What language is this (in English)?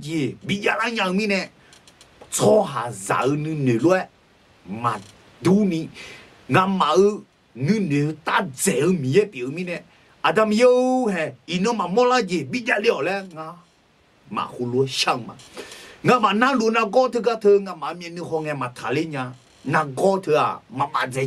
Akha